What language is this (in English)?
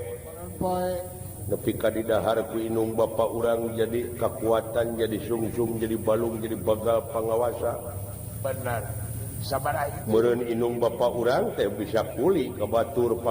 Sundanese